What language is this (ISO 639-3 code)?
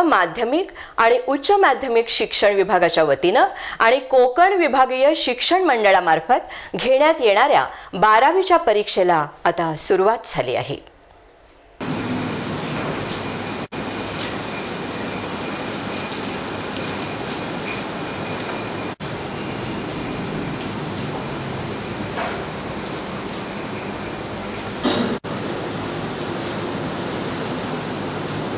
mar